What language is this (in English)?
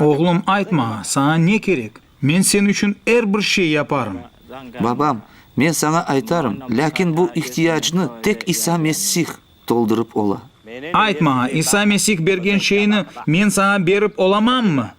Crimean Tatar